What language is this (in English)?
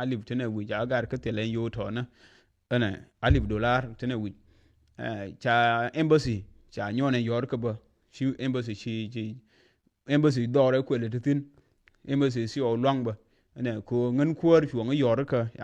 Nuer